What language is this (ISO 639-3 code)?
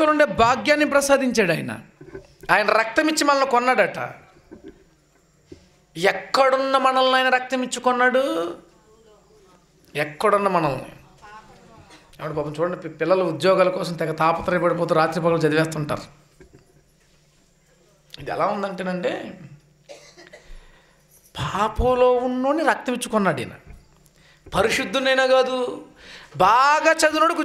tel